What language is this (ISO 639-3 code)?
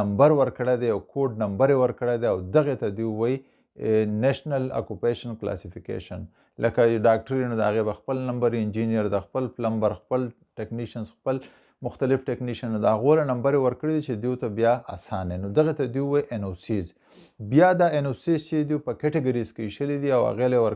pus